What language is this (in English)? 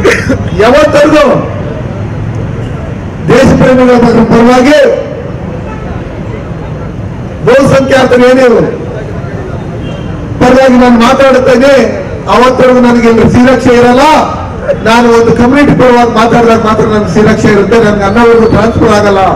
Kannada